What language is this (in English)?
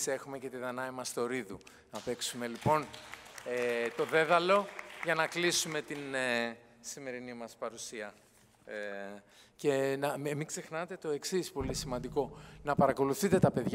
Greek